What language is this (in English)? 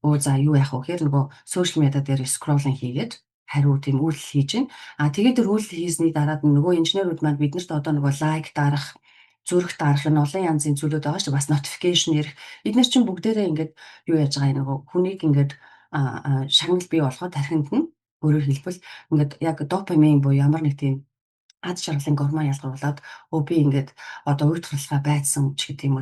Mongolian